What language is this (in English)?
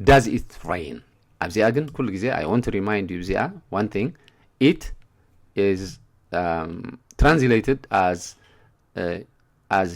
Tigrinya